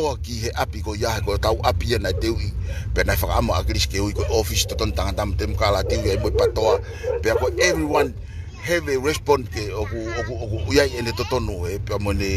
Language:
Tongan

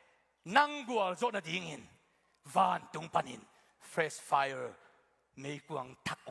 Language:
Tedim Chin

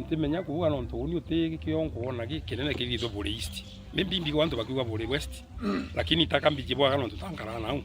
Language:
Meru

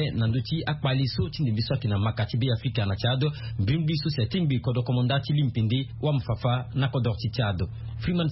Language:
Sango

